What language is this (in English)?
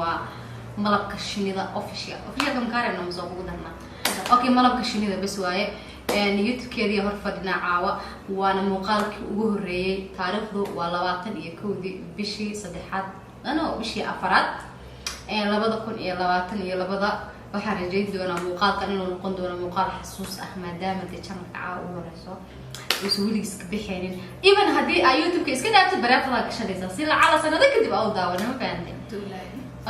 Somali